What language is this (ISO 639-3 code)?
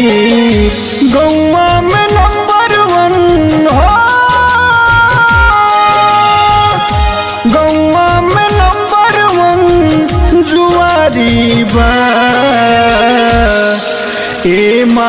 bho